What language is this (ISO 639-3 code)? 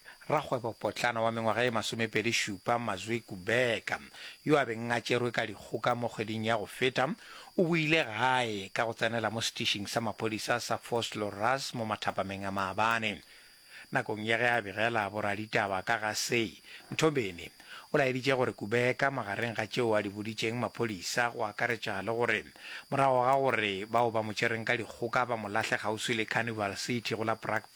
nso